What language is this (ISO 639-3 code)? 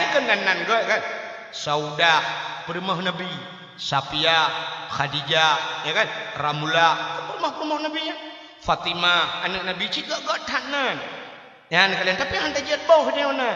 ace